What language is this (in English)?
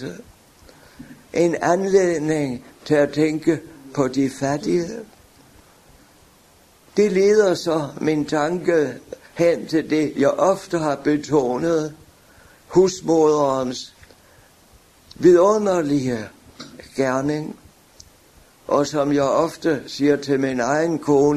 Danish